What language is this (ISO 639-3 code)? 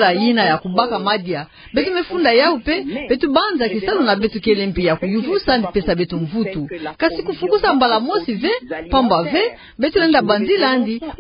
ktu